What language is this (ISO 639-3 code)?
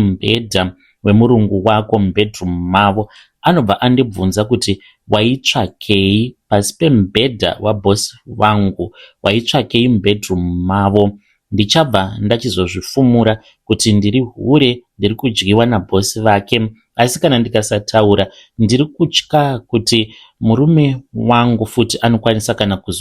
sna